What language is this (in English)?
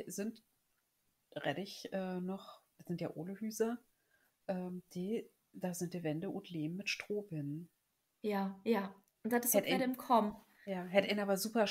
Low German